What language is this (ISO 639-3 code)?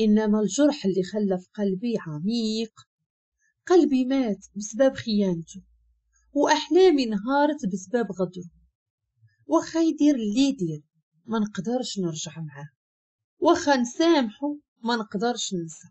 ary